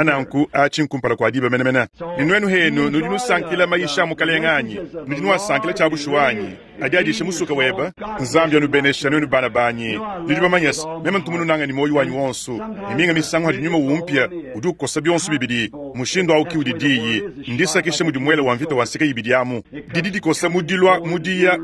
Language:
Luba-Lulua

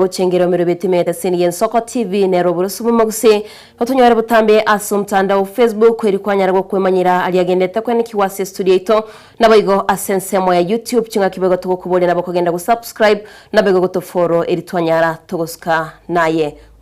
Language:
Gusii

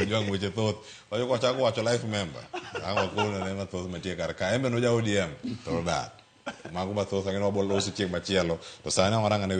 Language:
Luo (Kenya and Tanzania)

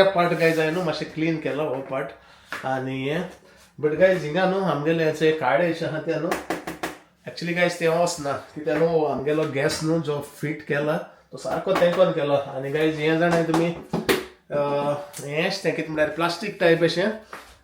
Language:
Konkani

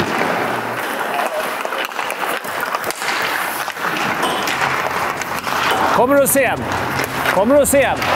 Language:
Swedish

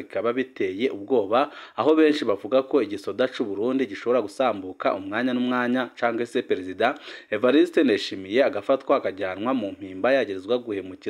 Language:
Rundi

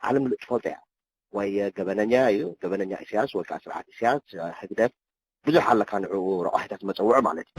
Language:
Tigrinya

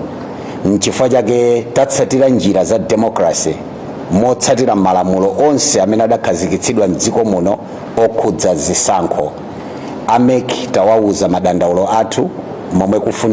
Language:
Nyanja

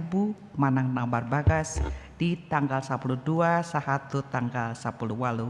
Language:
Batak Toba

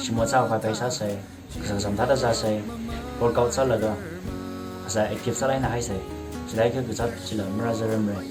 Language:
Tangkhul Naga (India)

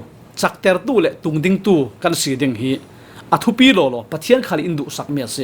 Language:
Falam Chin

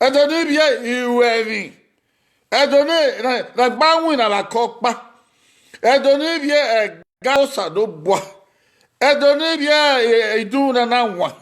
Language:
Bini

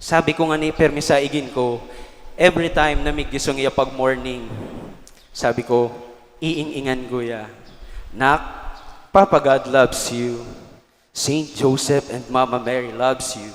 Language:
Bikol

